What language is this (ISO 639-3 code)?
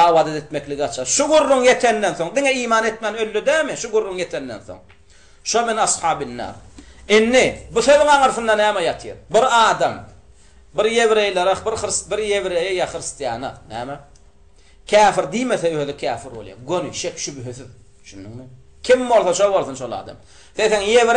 tuk